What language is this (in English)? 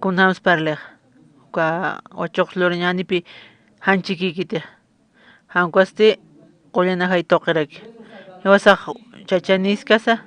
Aymara